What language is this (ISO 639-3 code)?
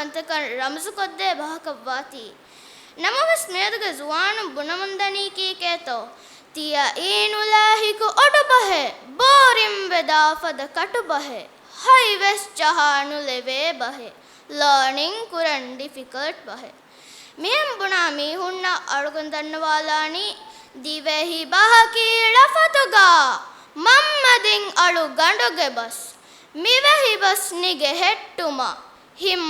div